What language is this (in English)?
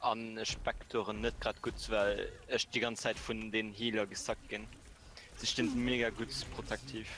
Luxembourgish